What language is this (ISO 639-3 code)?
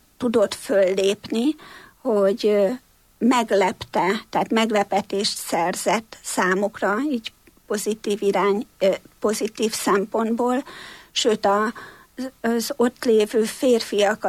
hun